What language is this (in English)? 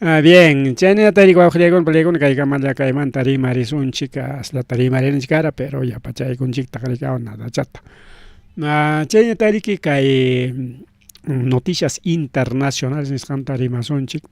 Ayacucho Quechua